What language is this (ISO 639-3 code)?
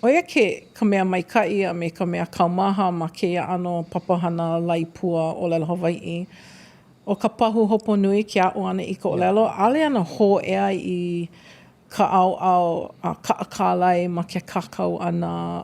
haw